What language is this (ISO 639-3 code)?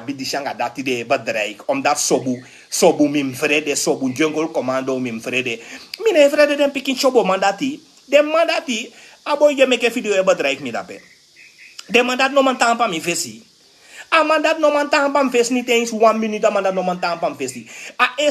srn